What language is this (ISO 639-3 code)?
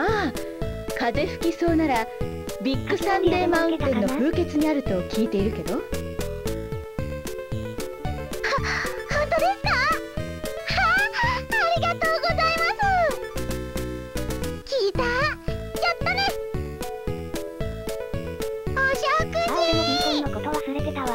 jpn